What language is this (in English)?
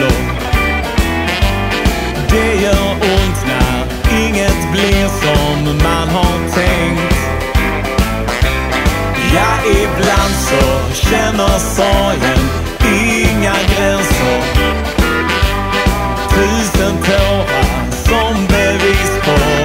Swedish